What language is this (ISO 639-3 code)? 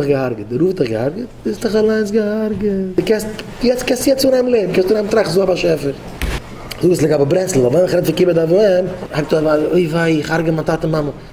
yid